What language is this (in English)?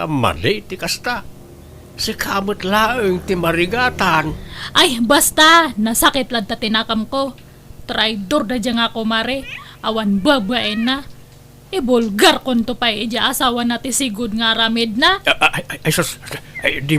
Iloko